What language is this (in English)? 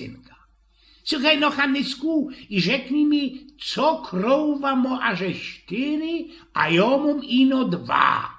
Silesian